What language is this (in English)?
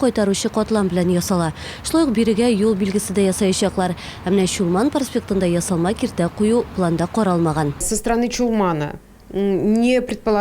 Tatar